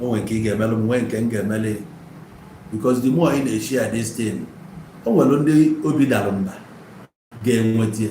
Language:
Igbo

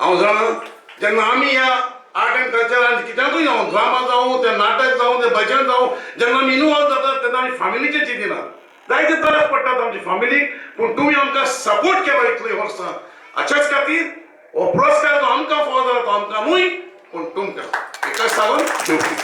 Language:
Konkani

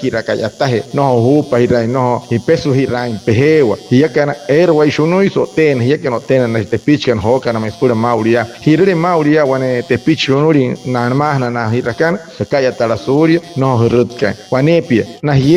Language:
Wayuu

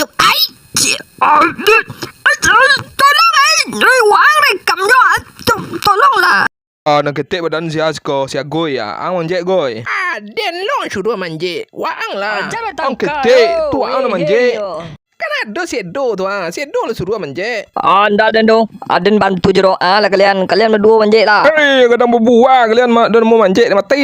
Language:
Minangkabau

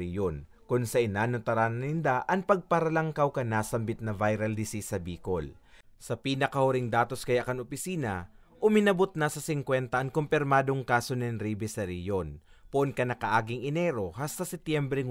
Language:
Bikol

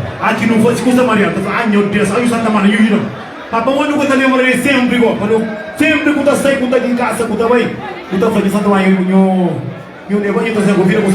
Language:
Kabuverdianu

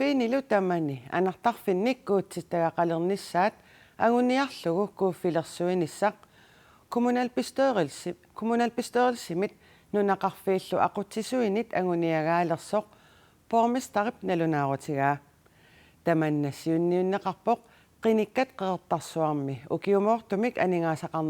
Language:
Kalaallisut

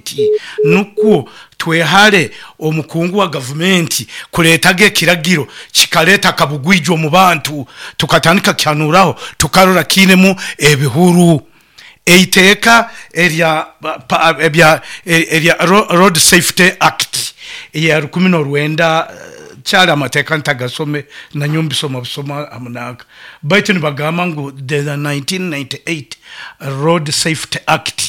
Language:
Nyoro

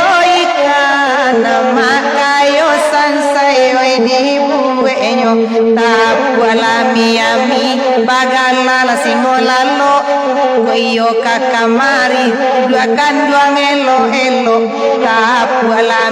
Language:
Minangkabau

